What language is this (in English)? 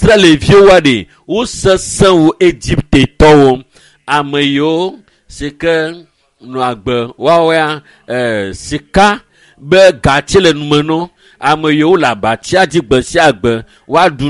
Ewe